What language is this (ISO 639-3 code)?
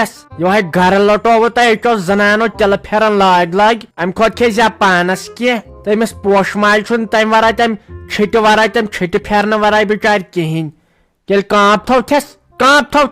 kas